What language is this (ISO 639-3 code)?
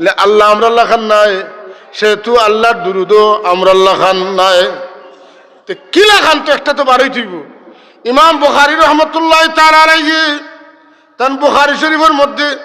syl